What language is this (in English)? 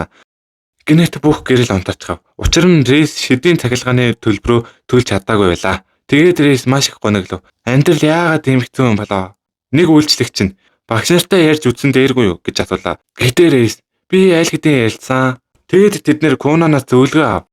Mongolian